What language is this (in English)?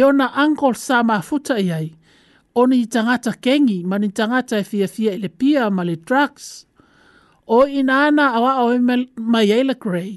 Samoan